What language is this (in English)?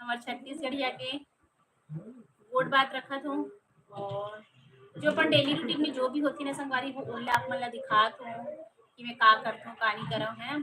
Chhattisgarhi